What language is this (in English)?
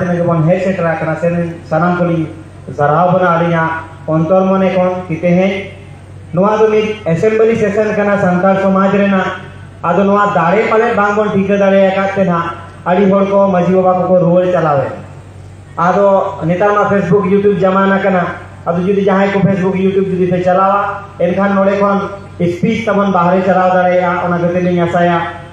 Santali